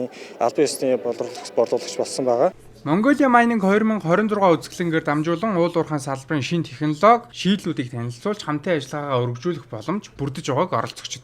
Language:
Mongolian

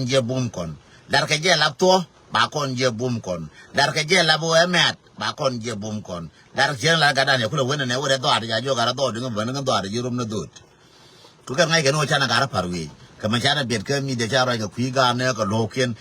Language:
Nuer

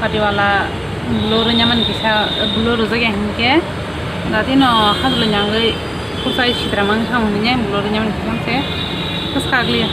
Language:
Kok Borok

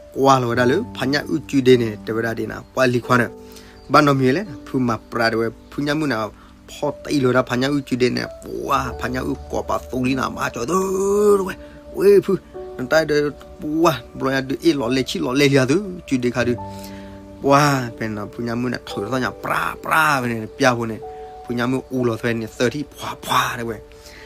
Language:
S'gaw Karen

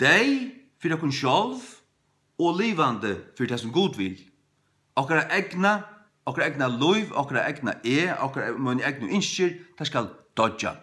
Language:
Faroese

